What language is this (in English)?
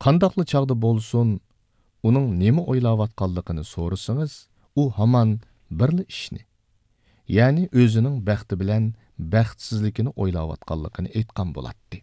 Uyghur